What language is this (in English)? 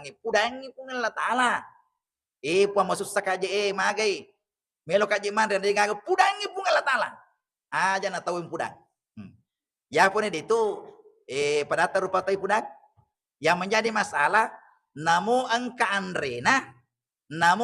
Buginese